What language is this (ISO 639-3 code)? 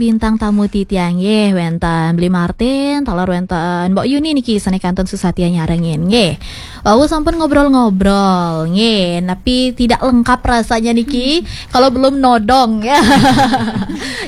ban